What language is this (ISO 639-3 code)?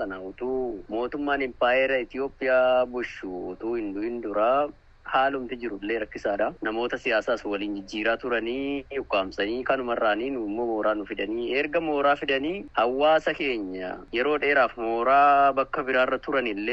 orm